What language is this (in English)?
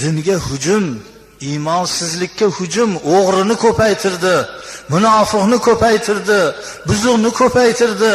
Uzbek